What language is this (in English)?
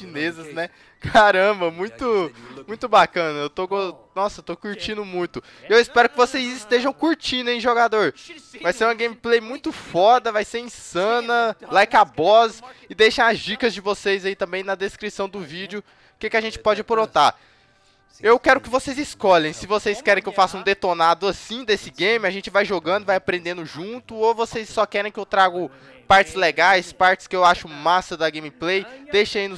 Portuguese